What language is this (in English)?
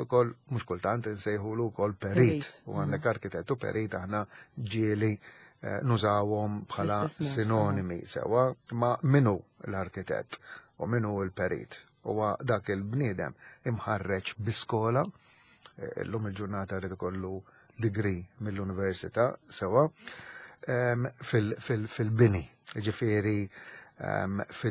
Maltese